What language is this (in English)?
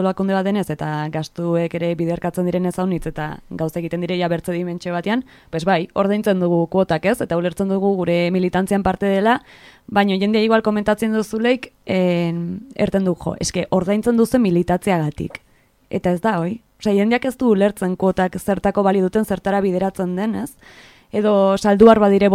Basque